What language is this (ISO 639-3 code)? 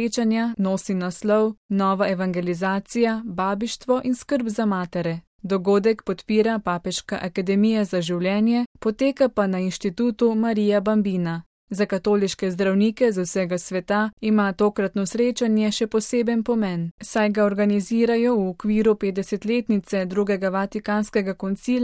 slv